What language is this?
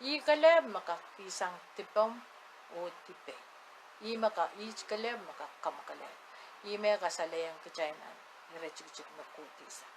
Pohnpeian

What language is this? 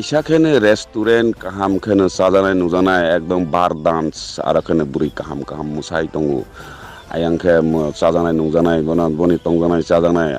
Riang (India)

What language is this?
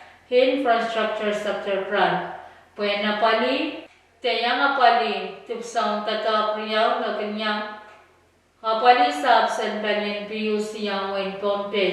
Pohnpeian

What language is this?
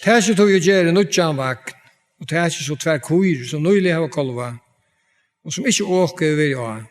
Faroese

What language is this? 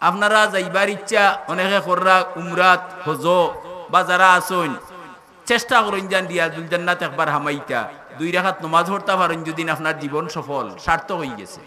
Sylheti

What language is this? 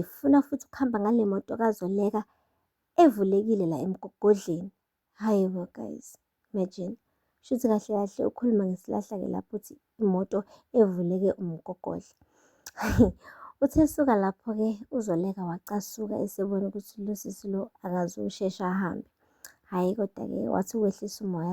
Zulu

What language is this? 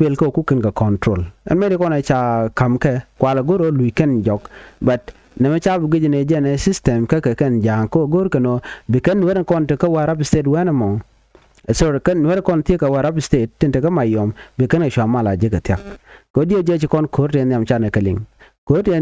Nuer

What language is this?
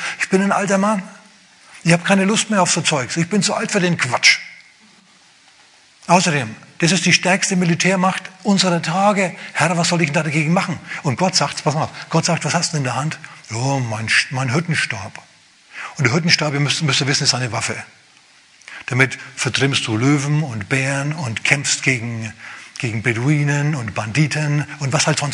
German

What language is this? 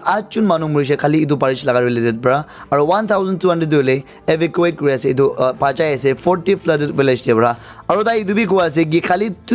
Naga Pidgin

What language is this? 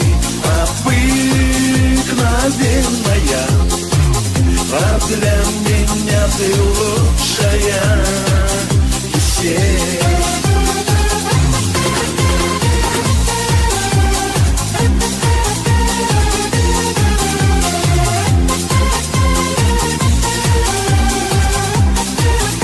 Russian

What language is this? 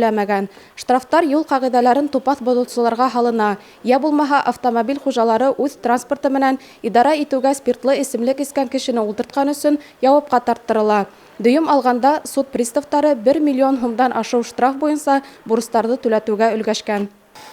Bashkir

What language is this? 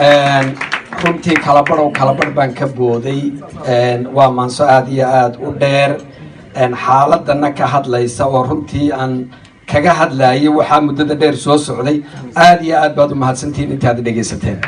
Somali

